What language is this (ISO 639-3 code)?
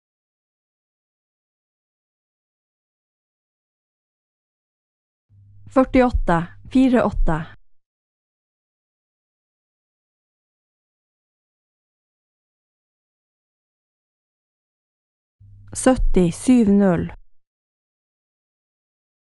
nor